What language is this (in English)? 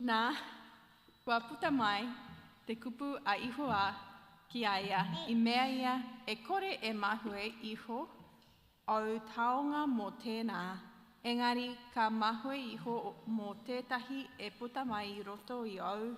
Māori